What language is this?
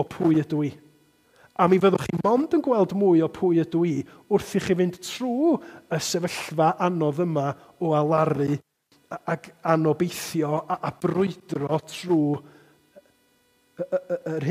Welsh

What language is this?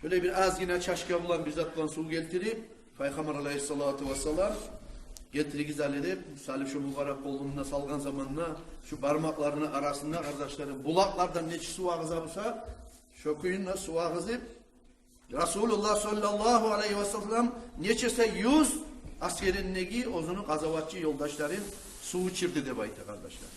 Kumyk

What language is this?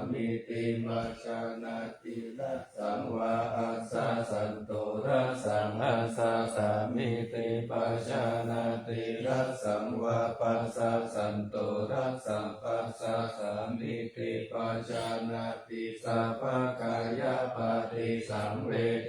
Pali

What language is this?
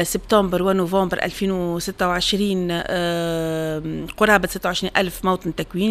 Tunisian Arabic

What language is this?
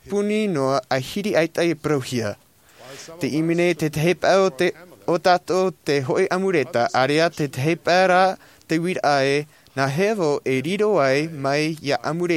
Tahitian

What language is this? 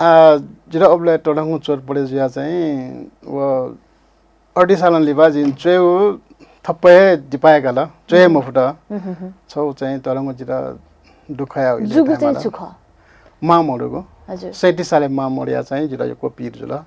Newari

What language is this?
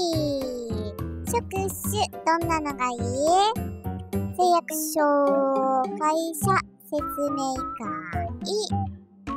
Japanese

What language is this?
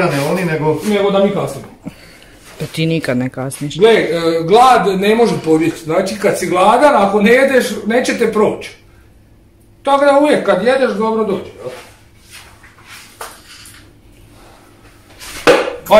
Croatian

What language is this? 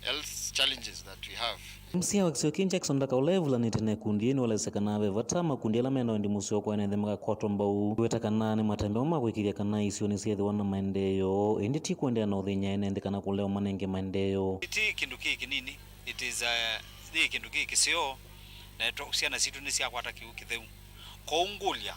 Kamba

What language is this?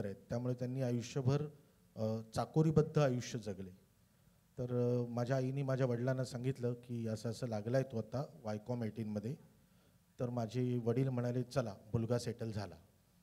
Marathi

